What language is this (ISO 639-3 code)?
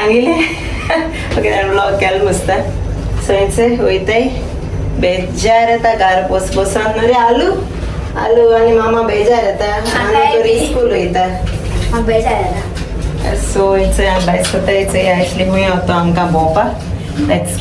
kok